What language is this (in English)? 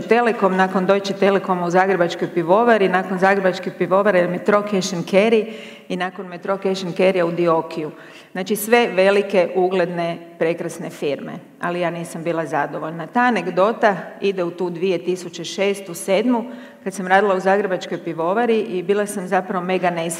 Croatian